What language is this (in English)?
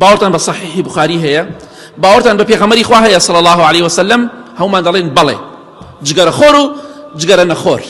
Central Kurdish